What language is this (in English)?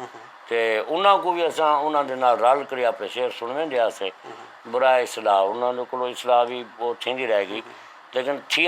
Saraiki